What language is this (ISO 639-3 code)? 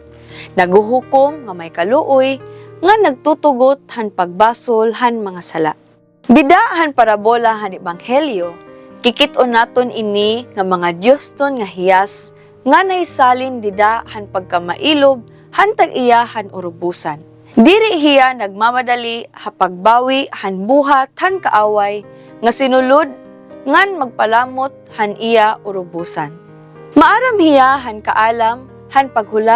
war